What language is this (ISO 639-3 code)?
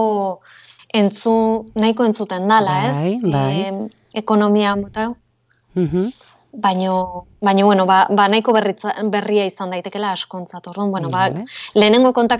eus